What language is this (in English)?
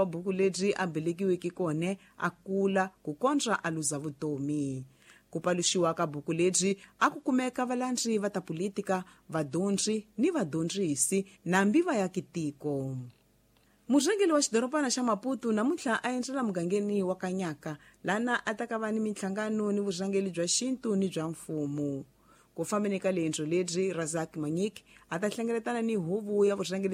Tsonga